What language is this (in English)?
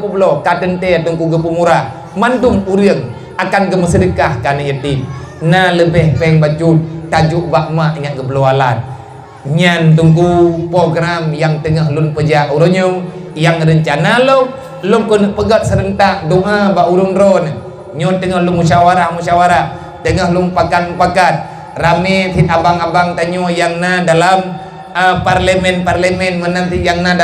Achinese